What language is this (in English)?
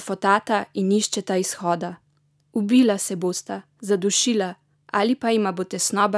Slovenian